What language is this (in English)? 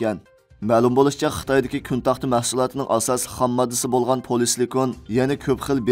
Uyghur